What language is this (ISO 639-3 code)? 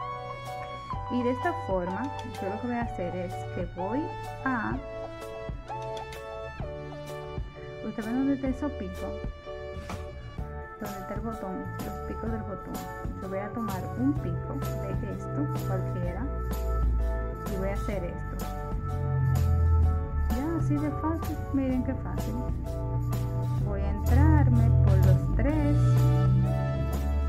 spa